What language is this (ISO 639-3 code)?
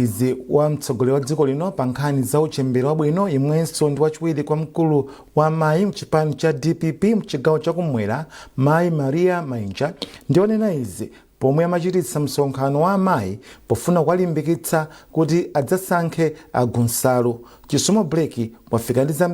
nya